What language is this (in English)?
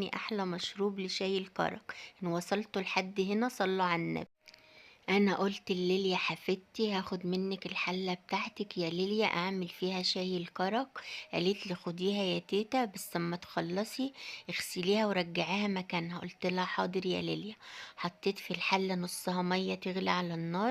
Egyptian Arabic